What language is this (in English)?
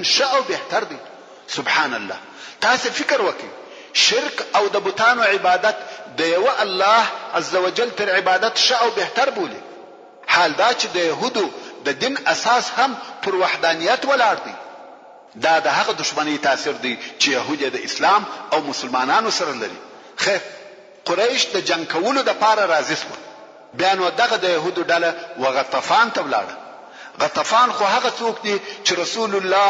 Pashto